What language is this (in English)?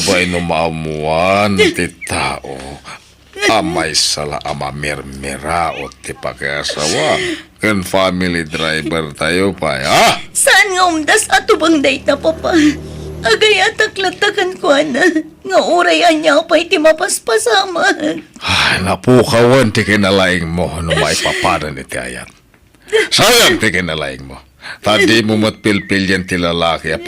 Iloko